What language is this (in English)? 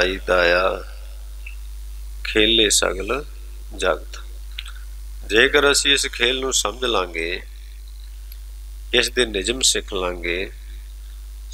Punjabi